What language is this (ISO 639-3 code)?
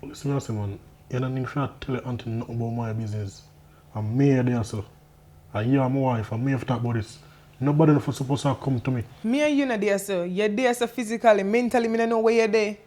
jam